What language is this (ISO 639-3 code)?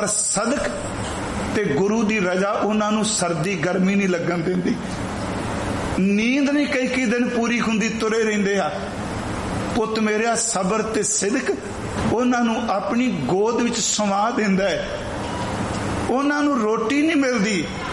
pan